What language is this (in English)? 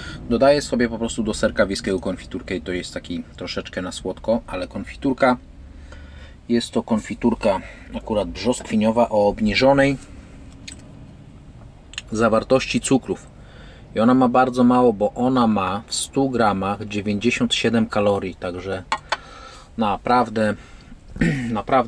Polish